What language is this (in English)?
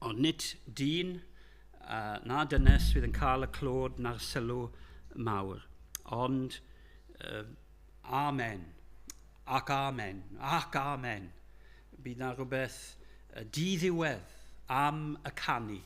Welsh